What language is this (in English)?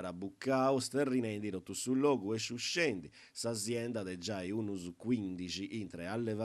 Sardinian